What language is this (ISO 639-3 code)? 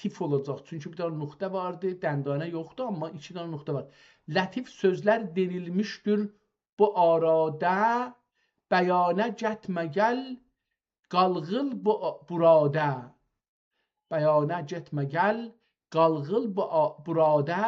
azb